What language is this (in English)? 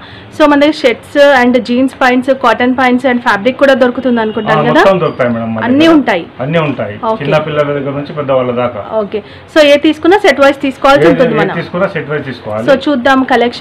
Telugu